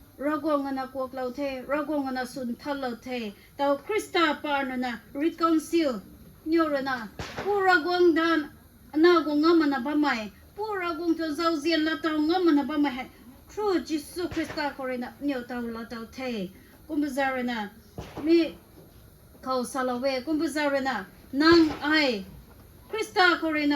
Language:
Rongmei Naga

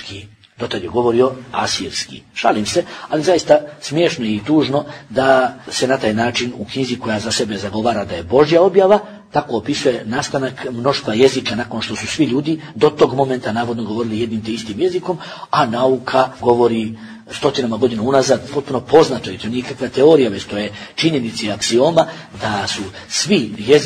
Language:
Bosnian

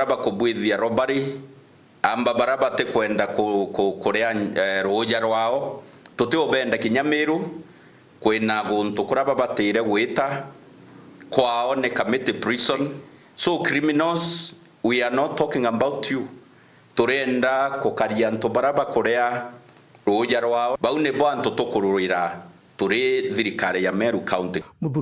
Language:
Meru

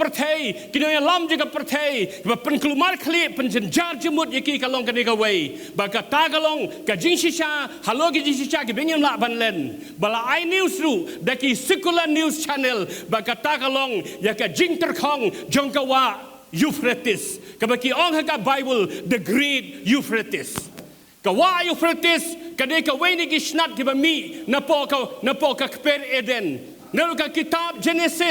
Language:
Khasi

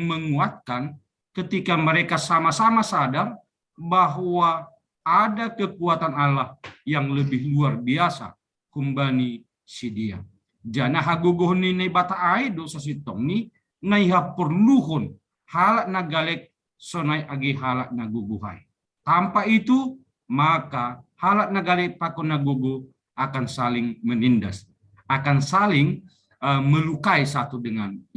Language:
Batak Simalungun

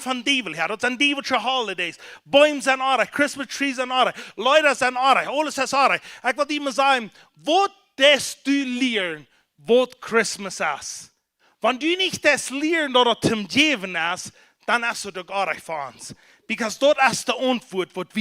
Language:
Plautdietsch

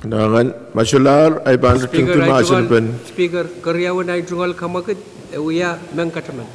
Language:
Pohnpeian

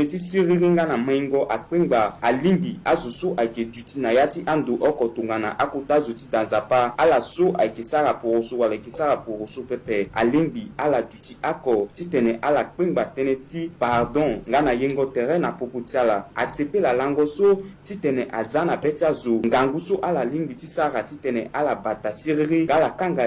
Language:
Sango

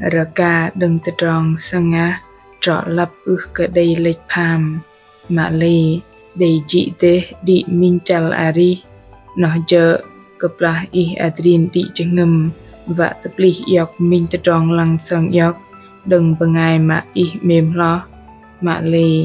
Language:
Bahnar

